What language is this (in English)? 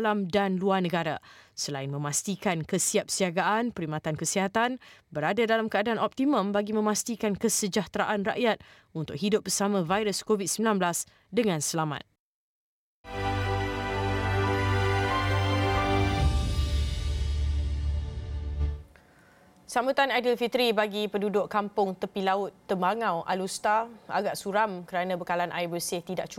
Malay